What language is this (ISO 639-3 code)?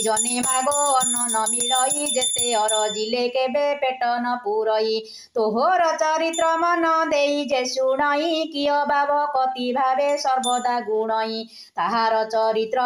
ori